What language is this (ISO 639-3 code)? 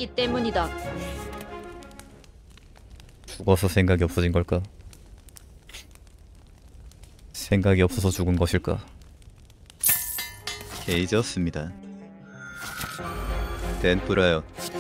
kor